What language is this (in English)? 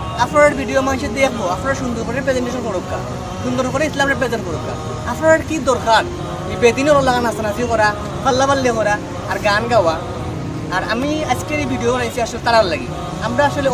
Sylheti